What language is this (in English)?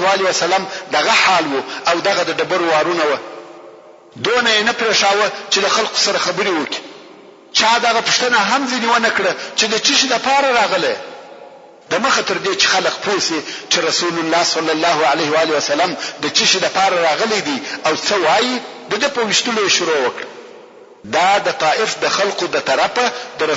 Pashto